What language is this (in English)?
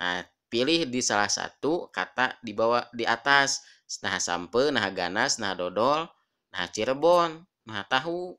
Sundanese